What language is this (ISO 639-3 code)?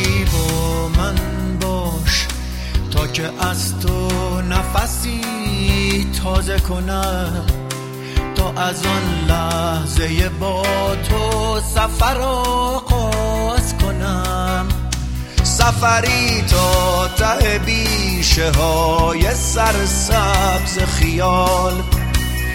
fas